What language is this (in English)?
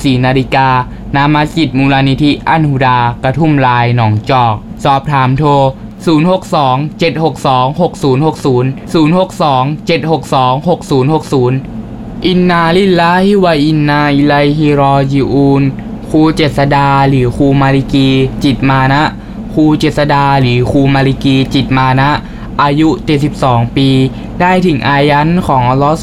Thai